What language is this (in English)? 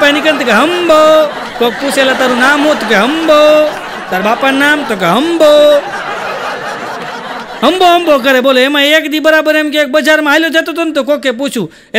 Gujarati